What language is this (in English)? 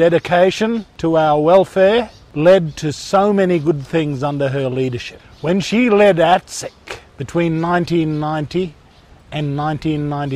Kurdish